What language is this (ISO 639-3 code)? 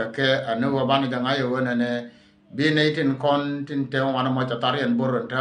nus